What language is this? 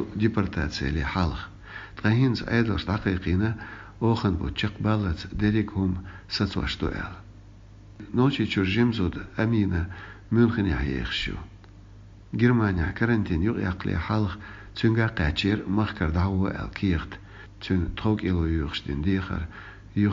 Chechen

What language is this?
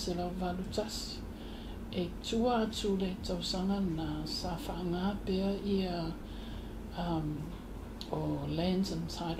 Samoan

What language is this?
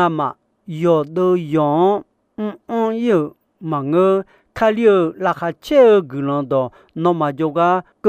Akha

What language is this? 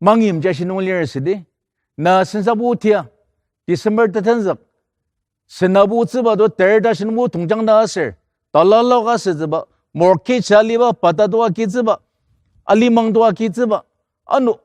Ao Naga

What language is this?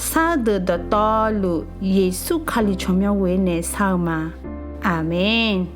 Akha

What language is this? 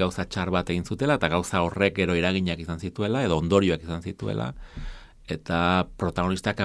Basque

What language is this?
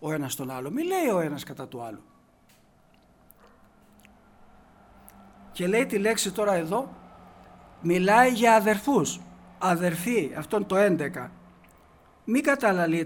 Greek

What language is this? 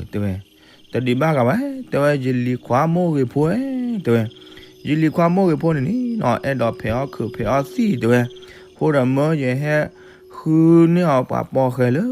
S'gaw Karen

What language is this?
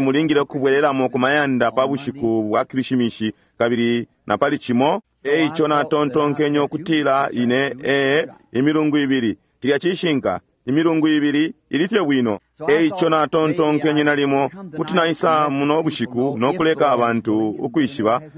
Bemba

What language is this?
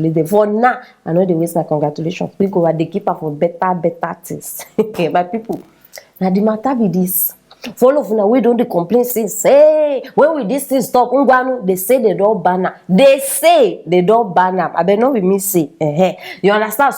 Nigerian Pidgin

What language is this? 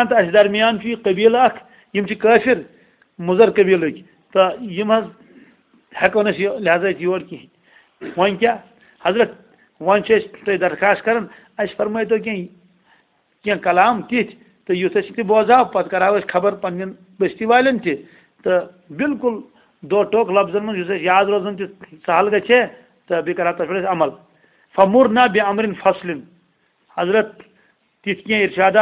Kashmiri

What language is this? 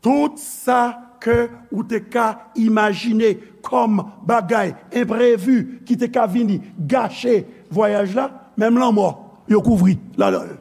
Haitian Creole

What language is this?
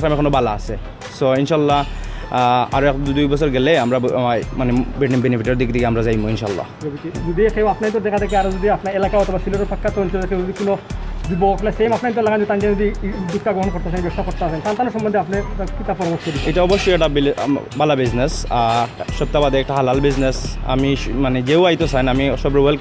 Sylheti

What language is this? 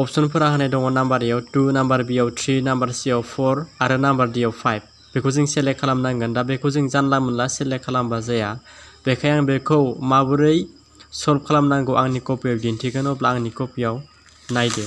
Bodo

